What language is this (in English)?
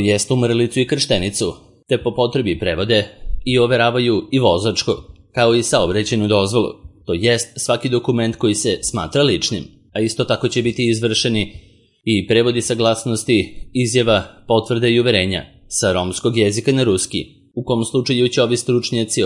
Serbian